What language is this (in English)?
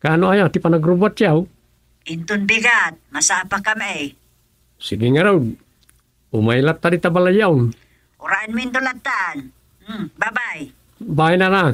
Iloko